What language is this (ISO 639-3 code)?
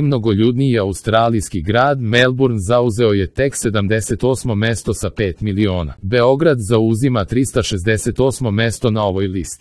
srp